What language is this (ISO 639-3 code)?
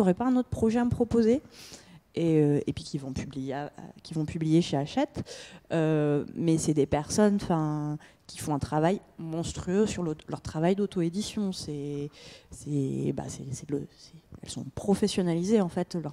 fra